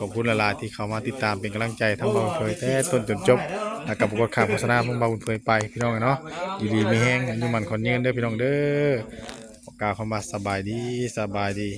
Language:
Northeastern Thai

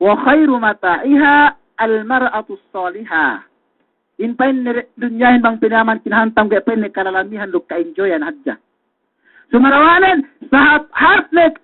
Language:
Yakan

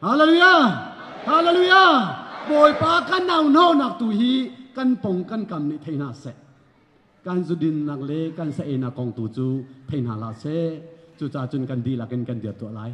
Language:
Hakha Chin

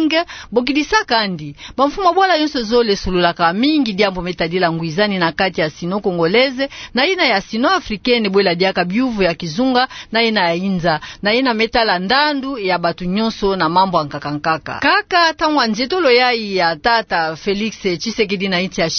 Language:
Kituba (Democratic Republic of Congo)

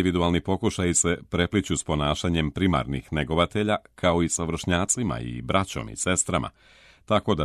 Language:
Serbian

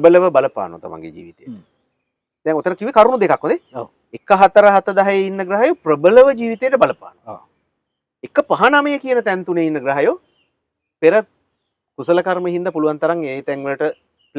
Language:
Sinhala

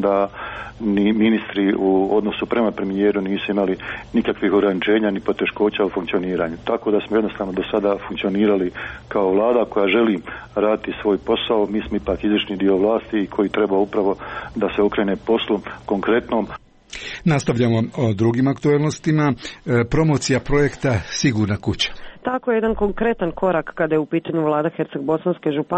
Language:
Croatian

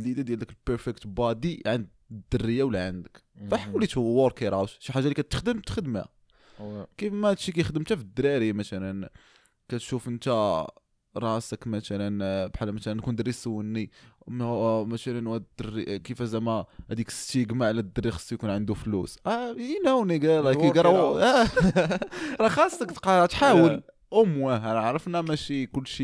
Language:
Moroccan Arabic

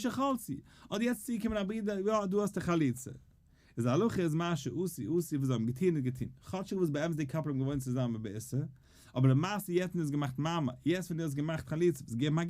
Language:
Yiddish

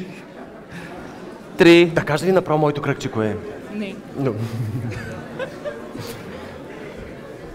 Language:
Bulgarian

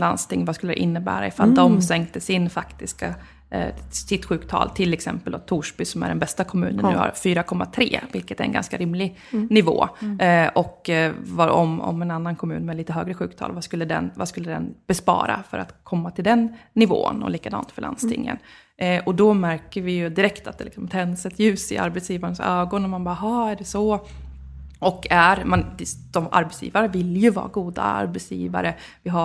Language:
Swedish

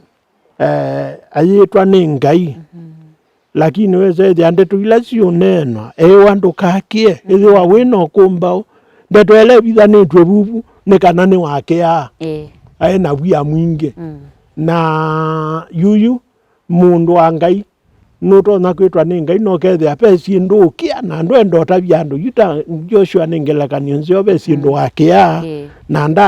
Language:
Kamba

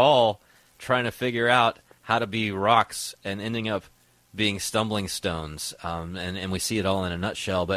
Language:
English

